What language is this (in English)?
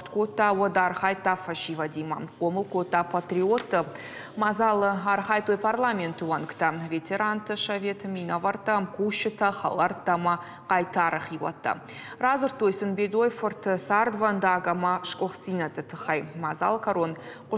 Ossetic